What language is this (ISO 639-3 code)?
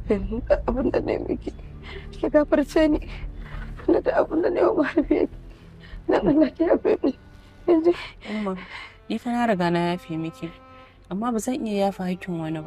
hau